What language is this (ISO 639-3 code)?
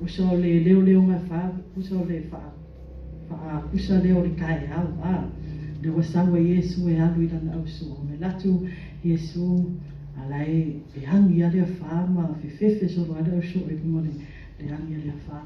smo